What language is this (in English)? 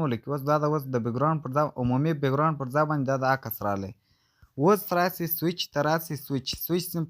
Pashto